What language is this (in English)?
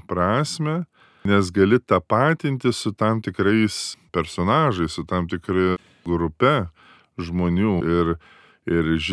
Lithuanian